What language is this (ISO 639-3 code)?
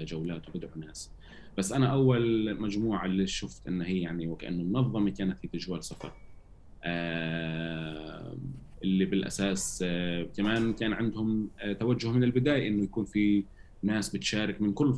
apc